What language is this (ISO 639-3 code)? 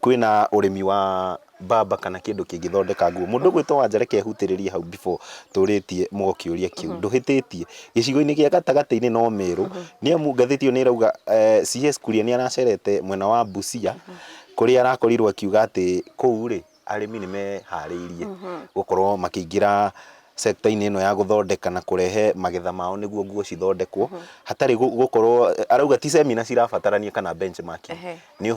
kik